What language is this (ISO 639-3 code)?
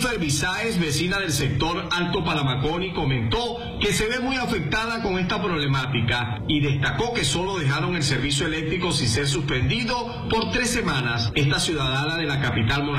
spa